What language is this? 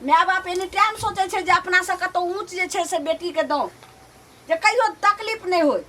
Maithili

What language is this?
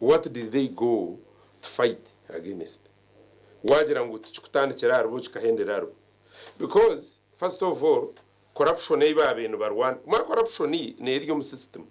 Nyankole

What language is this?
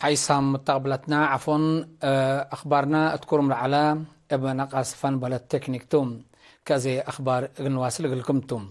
Tigre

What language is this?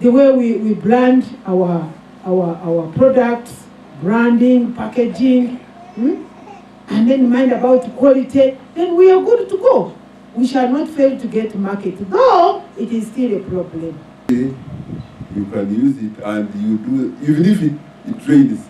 Nyankole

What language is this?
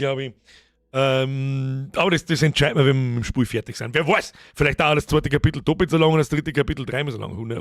Bavarian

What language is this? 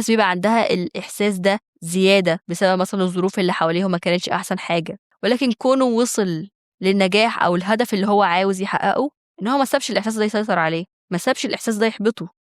Egyptian Arabic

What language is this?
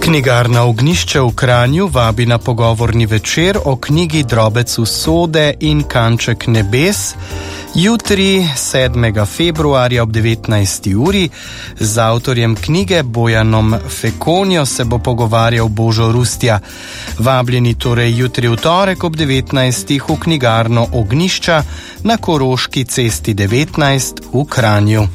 Slovenian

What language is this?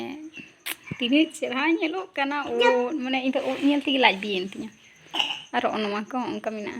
Santali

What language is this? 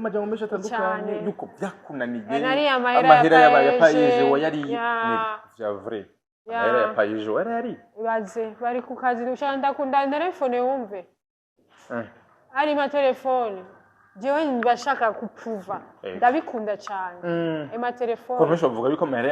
Rundi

